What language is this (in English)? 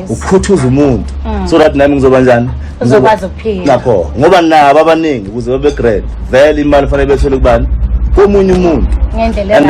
Zulu